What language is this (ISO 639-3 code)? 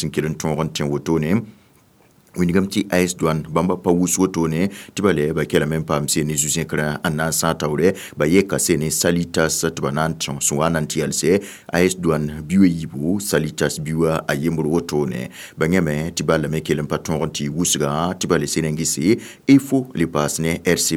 mos